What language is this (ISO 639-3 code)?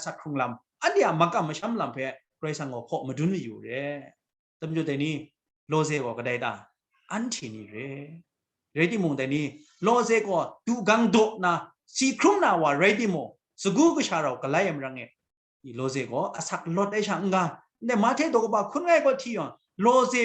kac